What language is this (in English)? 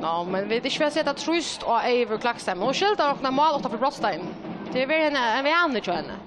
Faroese